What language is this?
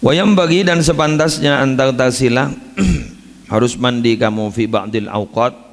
Madurese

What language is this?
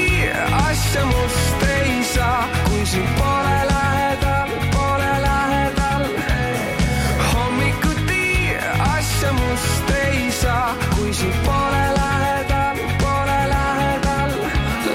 Estonian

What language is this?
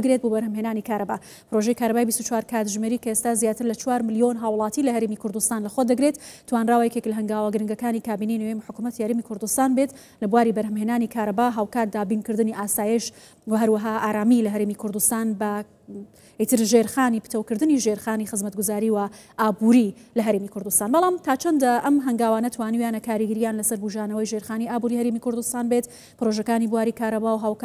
Central Kurdish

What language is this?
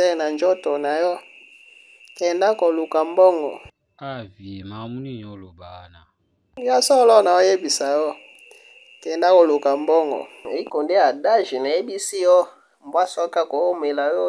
Lingala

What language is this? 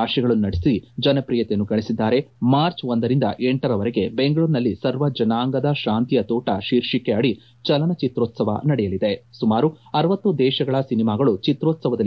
Kannada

